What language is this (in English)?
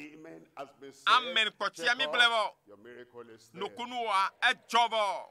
Ewe